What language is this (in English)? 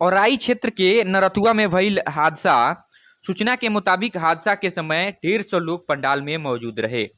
Bhojpuri